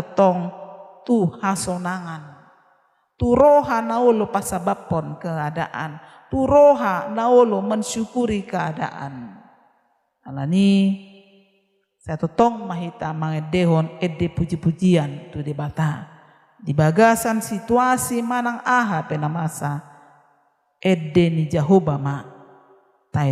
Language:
Batak Toba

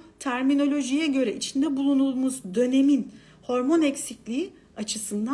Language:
Turkish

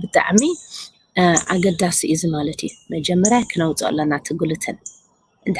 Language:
Tigrinya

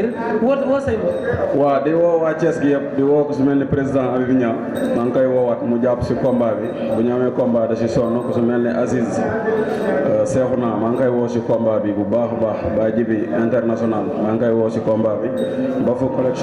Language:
Wolof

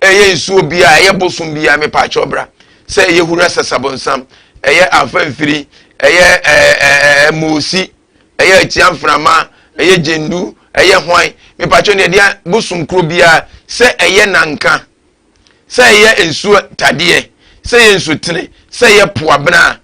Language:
Akan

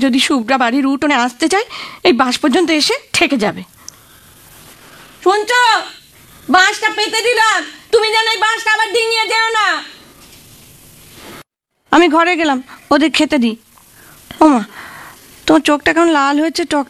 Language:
Bangla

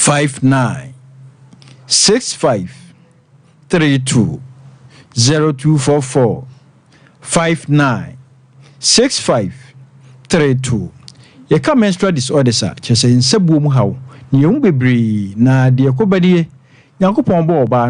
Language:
Akan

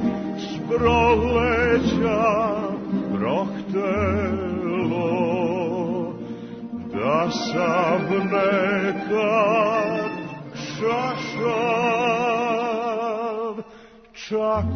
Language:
Serbian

